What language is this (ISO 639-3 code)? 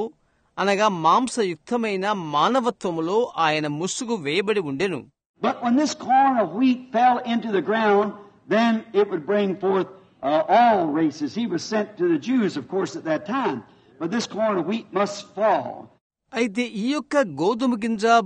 tel